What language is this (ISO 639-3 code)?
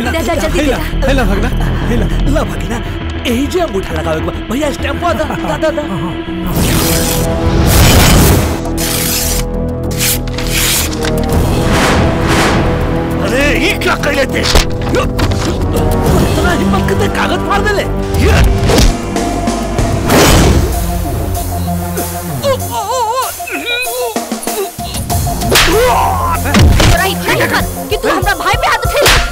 bho